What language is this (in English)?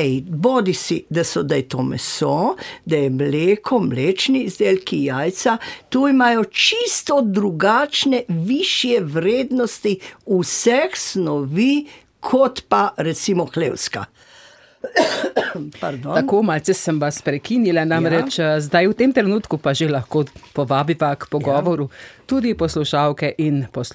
Slovenian